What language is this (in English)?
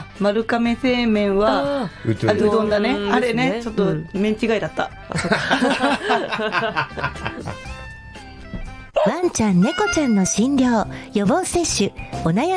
Japanese